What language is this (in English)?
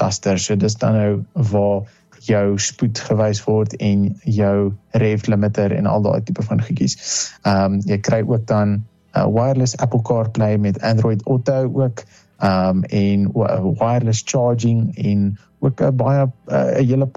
Afrikaans